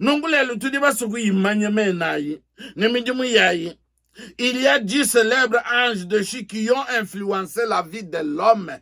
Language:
Luba-Lulua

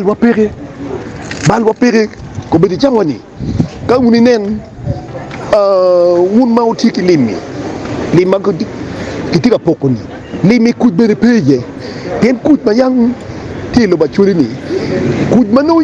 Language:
Acoli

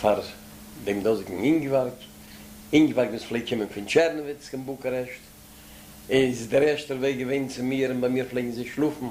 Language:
Yiddish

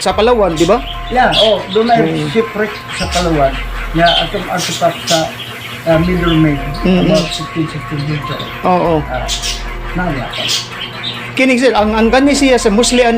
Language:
Cebuano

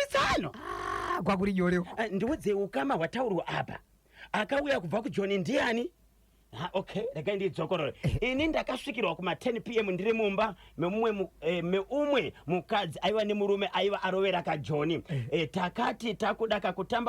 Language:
Shona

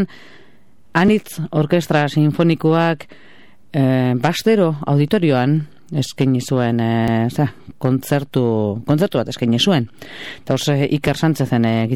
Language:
Basque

